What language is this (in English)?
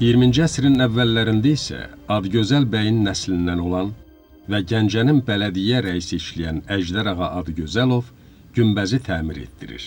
Azerbaijani